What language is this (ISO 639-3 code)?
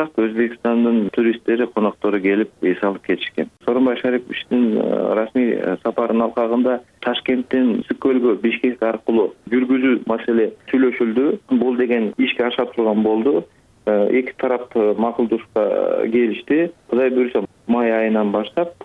kir